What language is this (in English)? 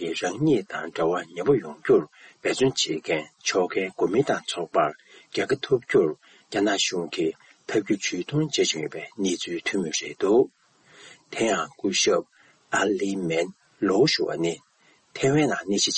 Tibetan